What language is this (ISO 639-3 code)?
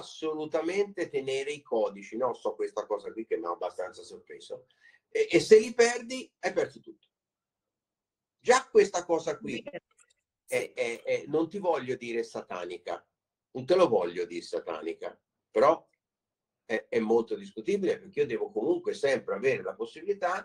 ita